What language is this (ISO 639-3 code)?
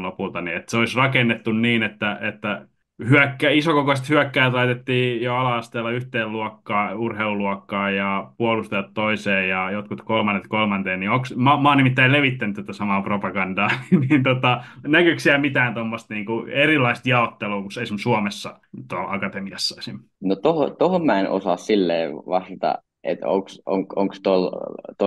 fin